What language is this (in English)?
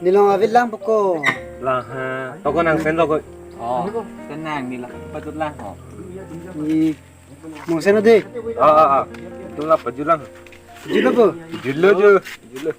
Karbi